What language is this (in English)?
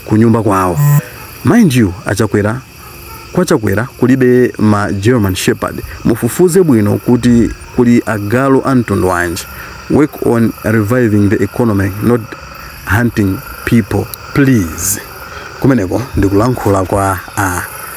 Nyanja